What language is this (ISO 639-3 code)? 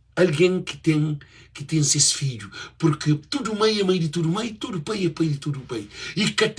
kea